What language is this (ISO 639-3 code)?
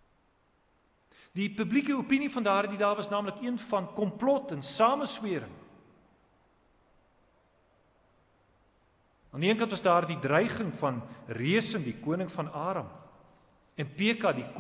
afr